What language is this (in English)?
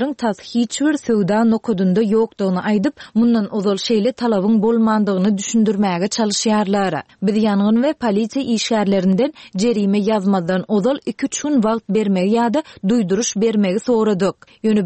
Turkmen